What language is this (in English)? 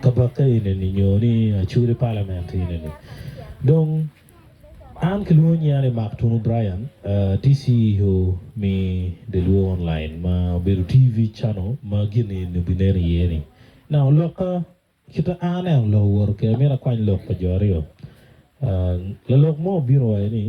Acoli